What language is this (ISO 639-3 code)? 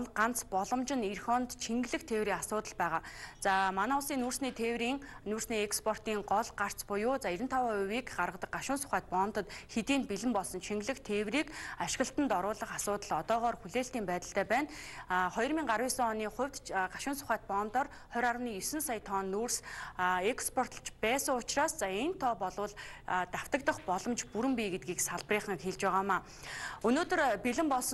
mon